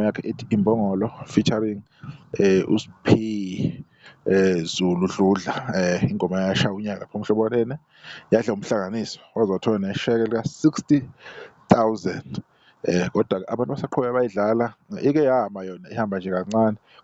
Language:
Zulu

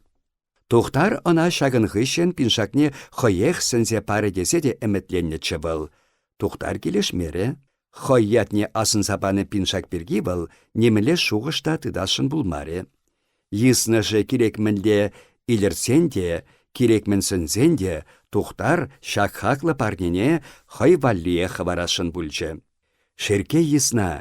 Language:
Chuvash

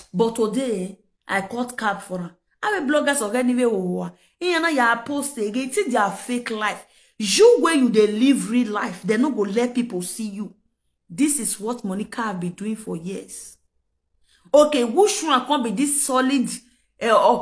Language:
Nigerian Pidgin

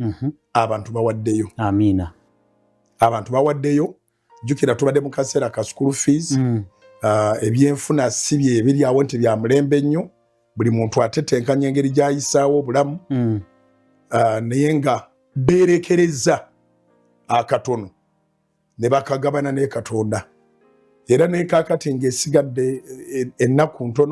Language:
Ganda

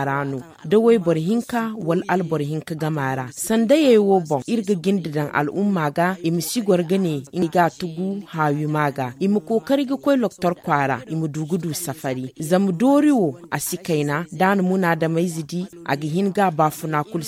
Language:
Zarma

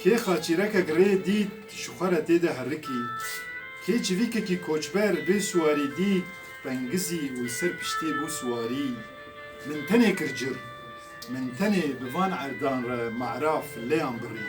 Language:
Kurdish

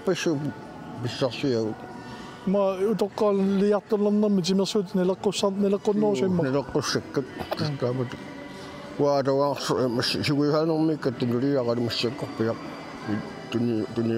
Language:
Kalaallisut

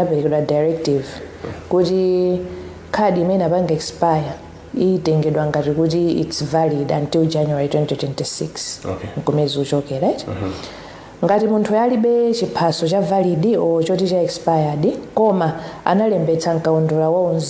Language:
Nyanja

